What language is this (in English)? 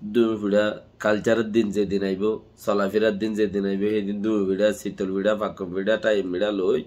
Rohingya